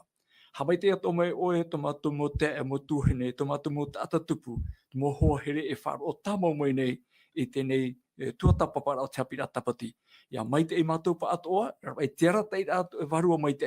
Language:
Tahitian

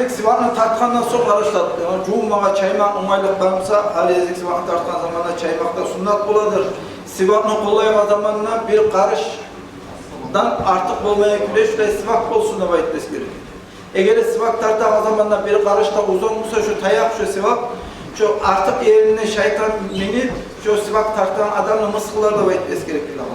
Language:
Kumyk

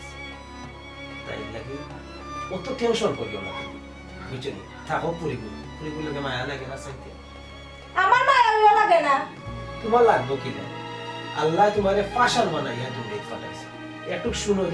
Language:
Sylheti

